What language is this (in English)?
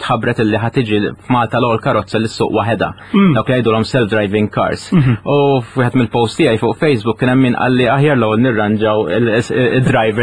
Maltese